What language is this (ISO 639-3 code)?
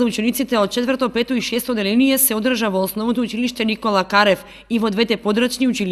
mkd